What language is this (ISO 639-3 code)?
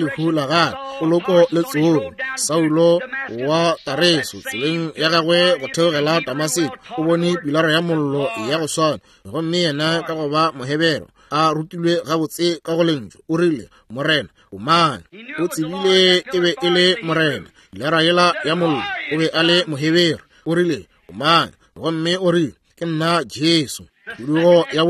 nso